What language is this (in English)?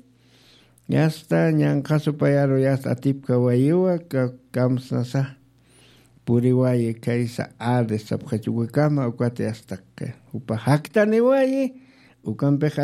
Aymara